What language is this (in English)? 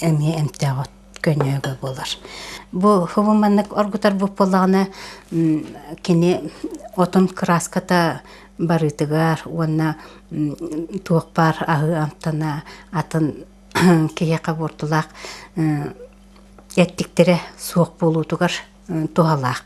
Yakut